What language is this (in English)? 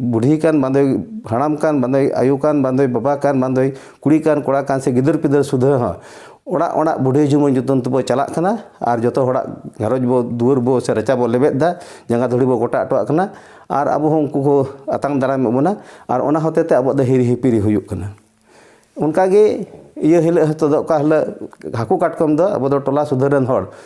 Santali